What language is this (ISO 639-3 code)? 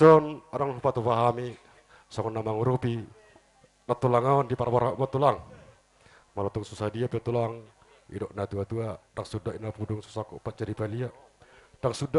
bbc